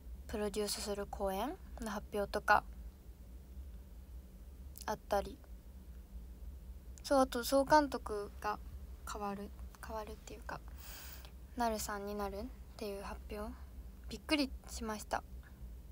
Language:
Japanese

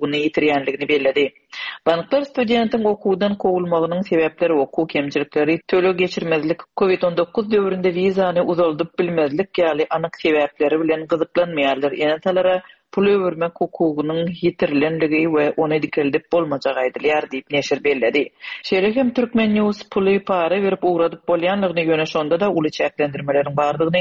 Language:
Turkmen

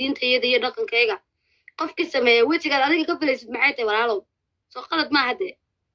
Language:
Somali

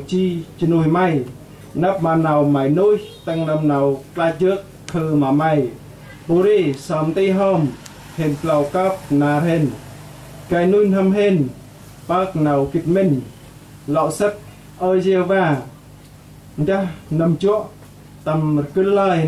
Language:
Central Mnong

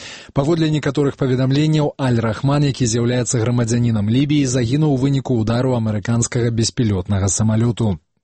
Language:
Belarusian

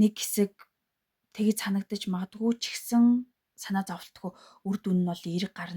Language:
Mongolian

